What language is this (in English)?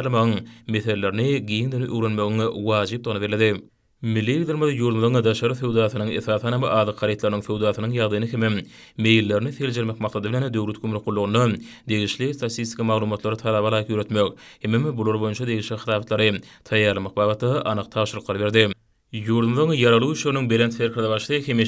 Turkmen